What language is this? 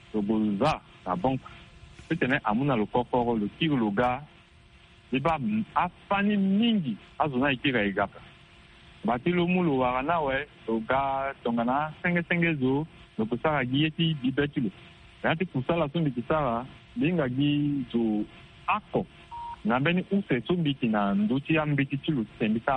Sango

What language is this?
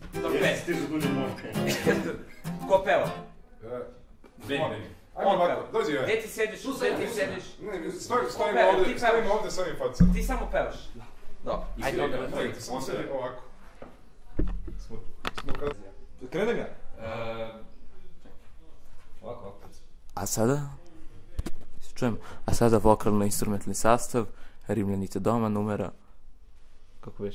Serbian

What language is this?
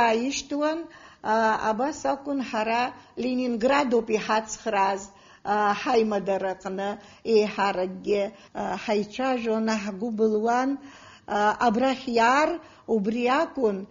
Abkhazian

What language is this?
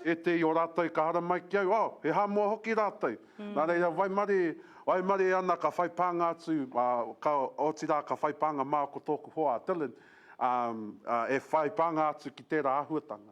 Māori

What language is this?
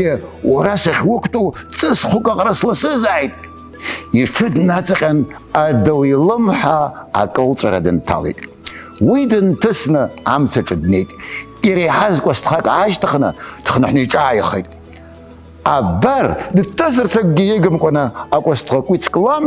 Abkhazian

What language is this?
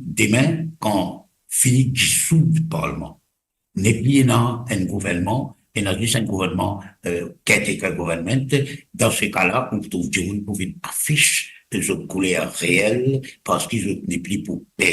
Morisyen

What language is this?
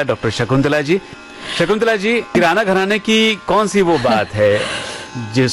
Hindi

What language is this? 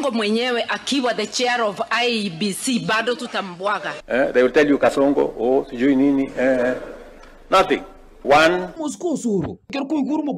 Gusii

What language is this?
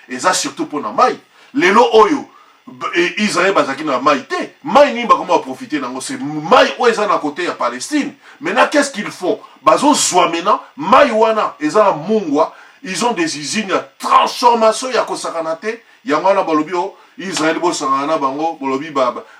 Lingala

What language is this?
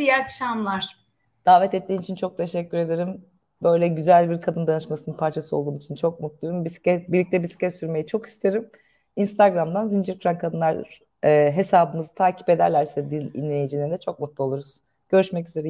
Turkish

